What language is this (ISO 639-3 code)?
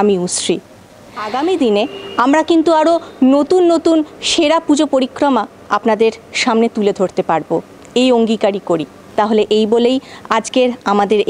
ben